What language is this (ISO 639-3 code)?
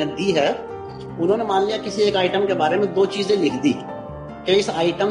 hin